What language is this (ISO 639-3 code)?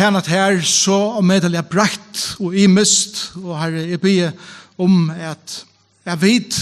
fao